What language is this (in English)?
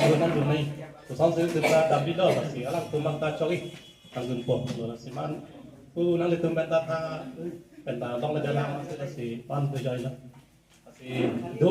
Karbi